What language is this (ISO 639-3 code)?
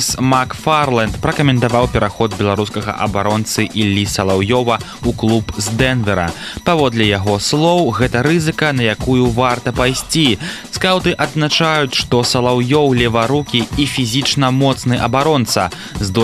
bel